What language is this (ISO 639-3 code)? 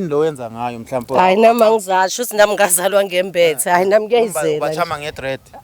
zul